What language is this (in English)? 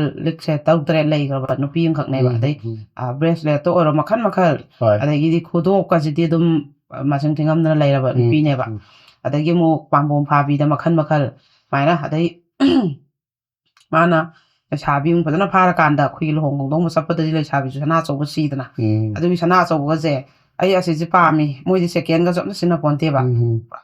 Manipuri